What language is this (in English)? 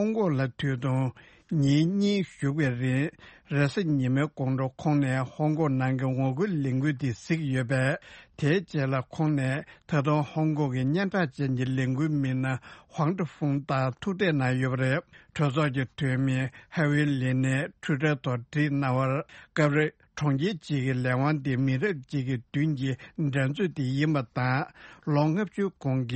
Tibetan